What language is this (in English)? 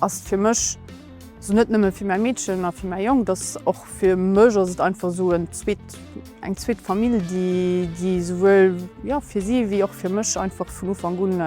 Luxembourgish